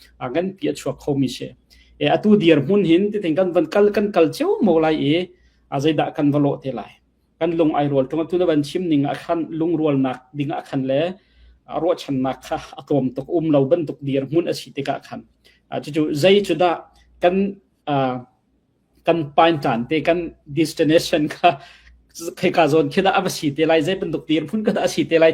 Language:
Hakha Chin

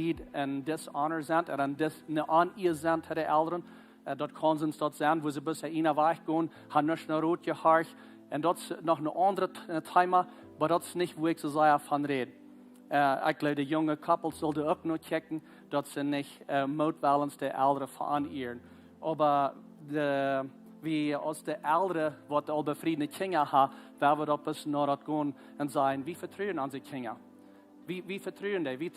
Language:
Plautdietsch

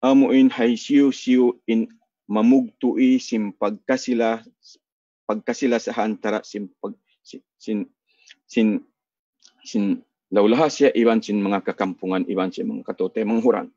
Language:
Tausug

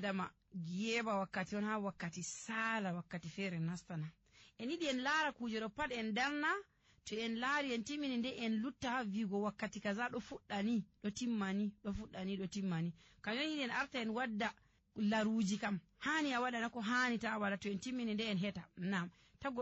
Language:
Nigerian Fulfulde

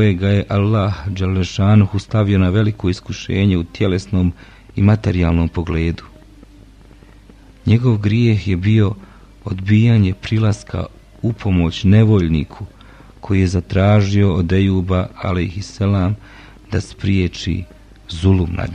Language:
Bosnian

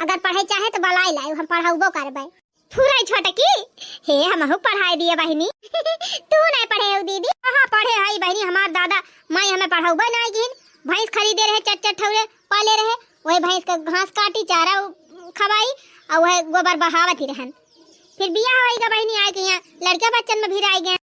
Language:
Awadhi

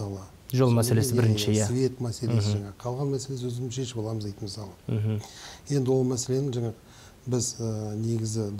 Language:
Kazakh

